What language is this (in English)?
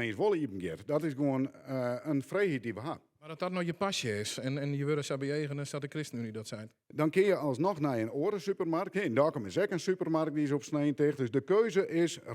Western Frisian